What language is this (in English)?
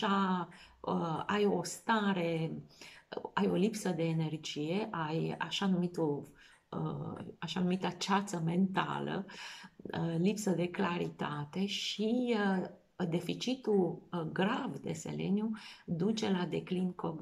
Romanian